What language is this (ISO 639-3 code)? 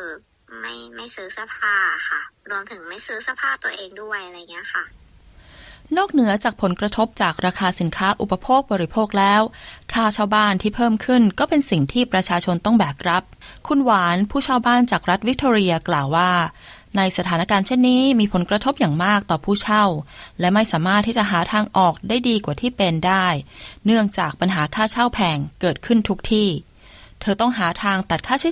tha